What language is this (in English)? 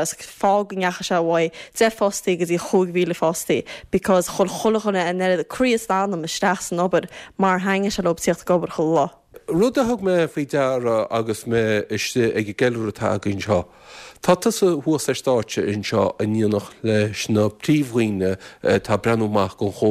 Irish